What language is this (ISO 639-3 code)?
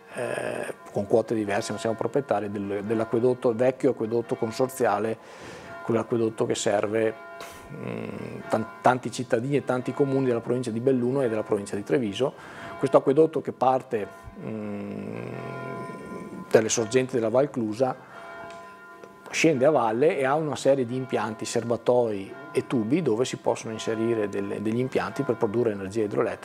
ita